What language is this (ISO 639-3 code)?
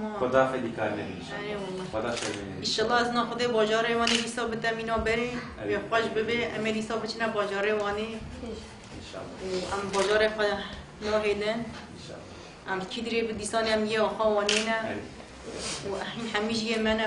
kur